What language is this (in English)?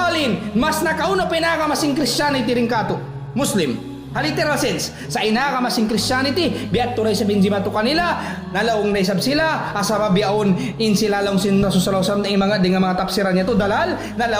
Tausug